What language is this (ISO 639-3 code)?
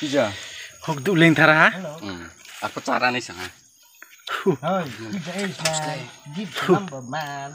ria